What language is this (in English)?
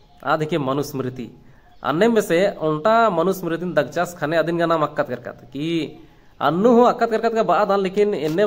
Kurukh